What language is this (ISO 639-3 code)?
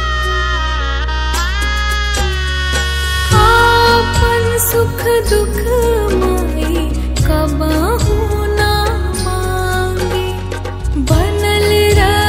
bho